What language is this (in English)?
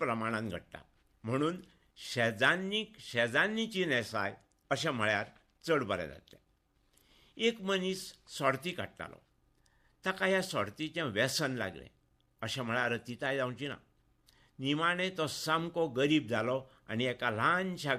Konkani